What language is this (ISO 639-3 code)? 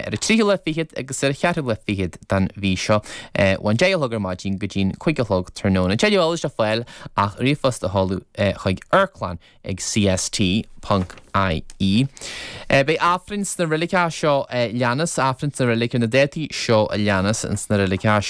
gle